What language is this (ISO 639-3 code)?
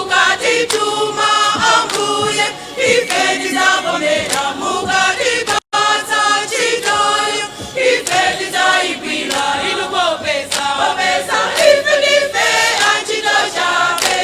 nya